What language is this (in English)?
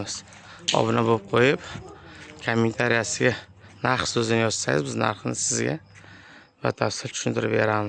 Uzbek